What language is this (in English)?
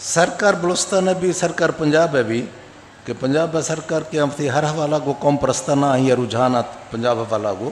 Eastern Balochi